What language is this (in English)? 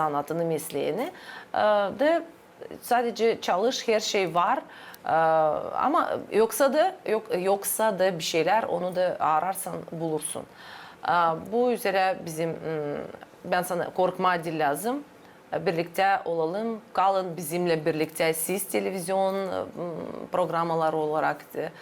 Gagauz